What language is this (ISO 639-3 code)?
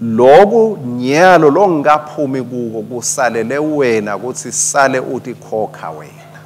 ssw